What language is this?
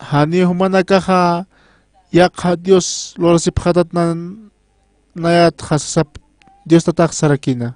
Aymara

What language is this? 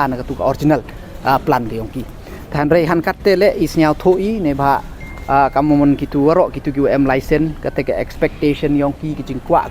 Pnar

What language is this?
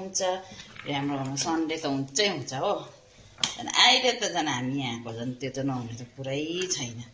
Nepali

